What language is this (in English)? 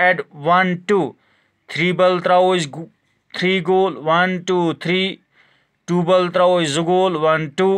Kashmiri